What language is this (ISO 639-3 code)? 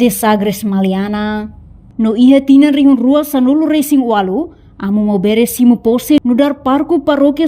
tet